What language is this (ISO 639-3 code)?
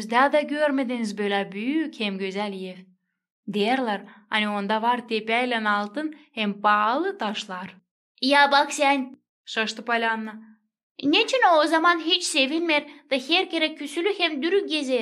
gag